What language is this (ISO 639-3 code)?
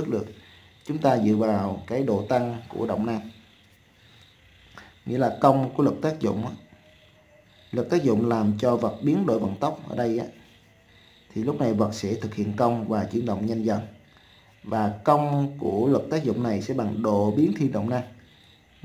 vie